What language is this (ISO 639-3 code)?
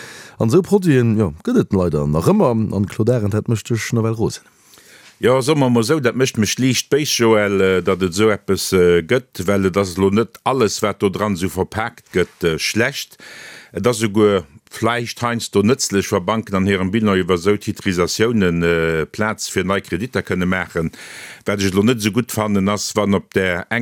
ltz